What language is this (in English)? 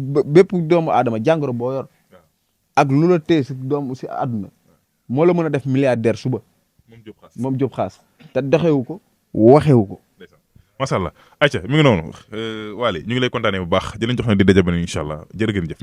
Wolof